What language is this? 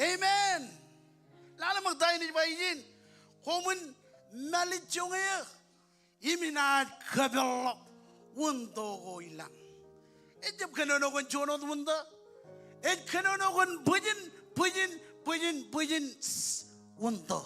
Marshallese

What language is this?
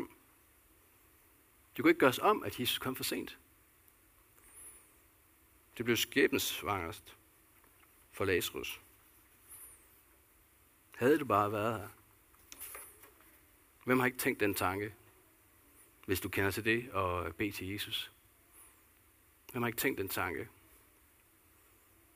Danish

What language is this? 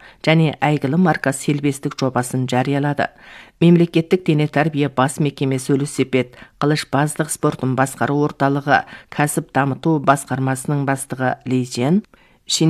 Kazakh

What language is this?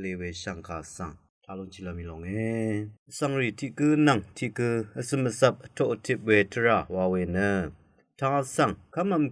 Rawang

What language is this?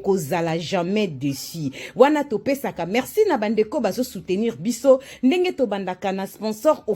Lingala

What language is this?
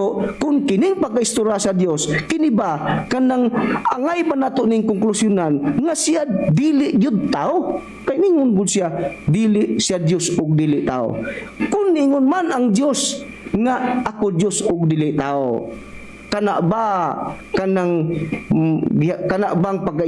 Cebuano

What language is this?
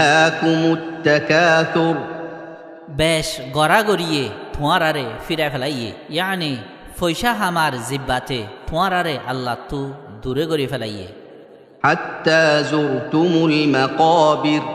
Rohingya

